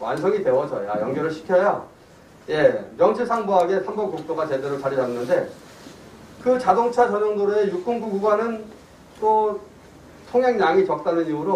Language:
Korean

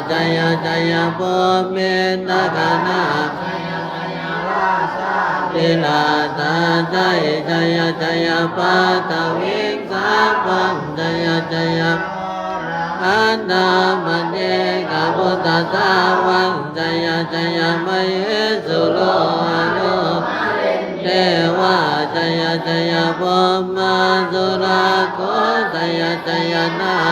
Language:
Pali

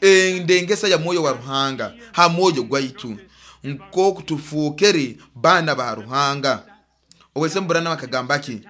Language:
Nyoro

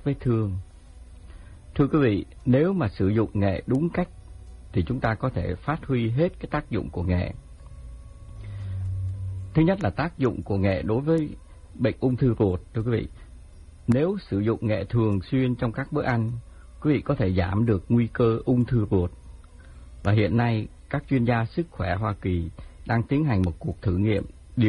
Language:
Vietnamese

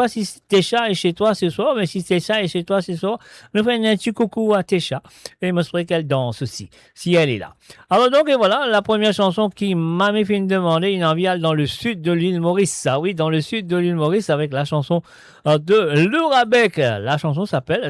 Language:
Morisyen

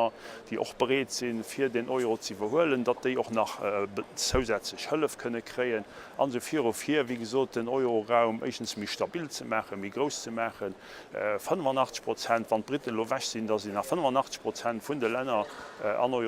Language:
Luxembourgish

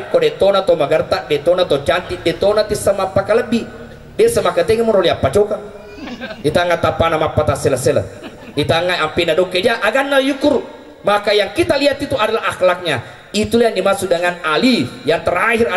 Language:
Buginese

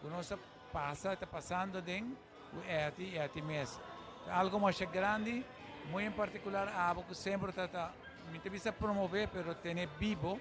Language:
Papiamento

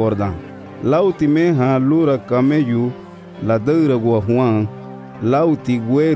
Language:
Garifuna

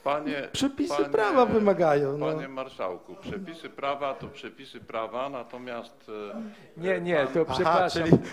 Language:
Polish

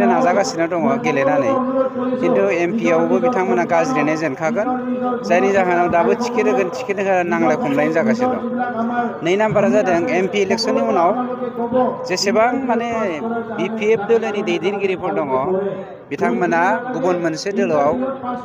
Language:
Bodo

